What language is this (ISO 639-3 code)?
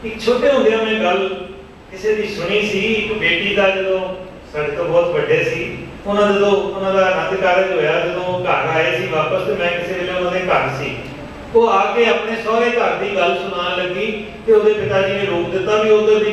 pan